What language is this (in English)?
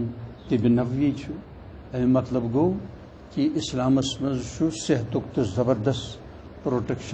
Kashmiri